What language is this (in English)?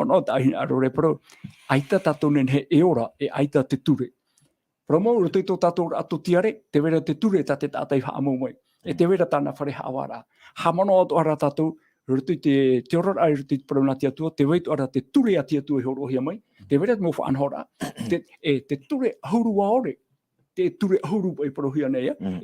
Tahitian